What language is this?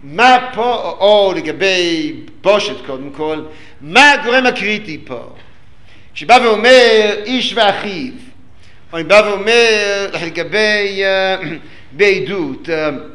Hebrew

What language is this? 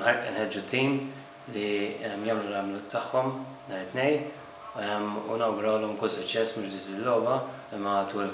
Maltese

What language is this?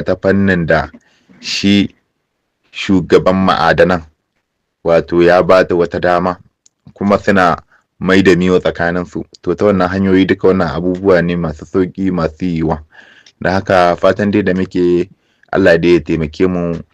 Hausa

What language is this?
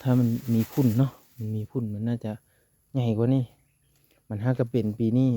Lao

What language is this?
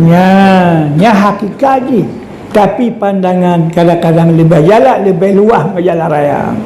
Achinese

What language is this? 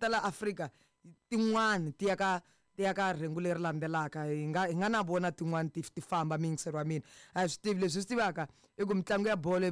Tsonga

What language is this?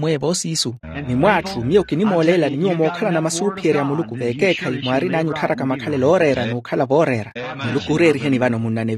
Makhuwa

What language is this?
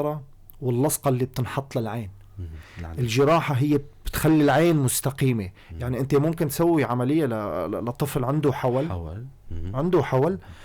North Levantine Arabic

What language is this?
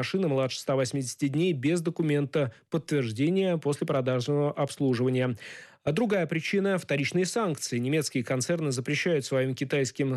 Russian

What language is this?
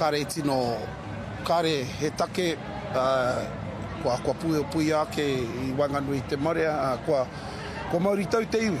Māori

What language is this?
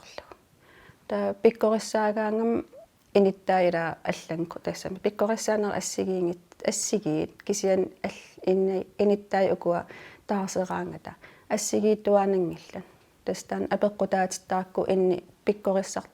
Kalaallisut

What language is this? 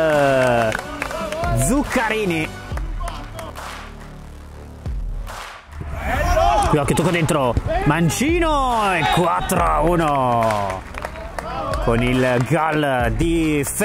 Italian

